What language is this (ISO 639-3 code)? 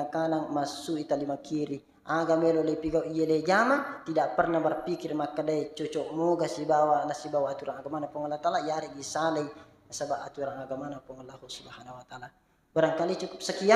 bug